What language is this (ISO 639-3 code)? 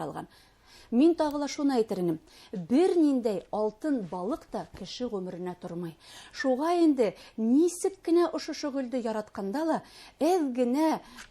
bak